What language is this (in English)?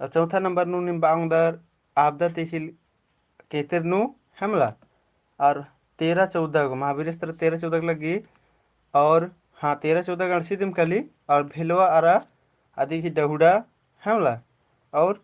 Kurukh